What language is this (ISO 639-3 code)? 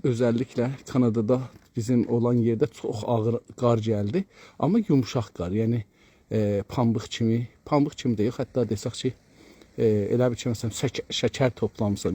azb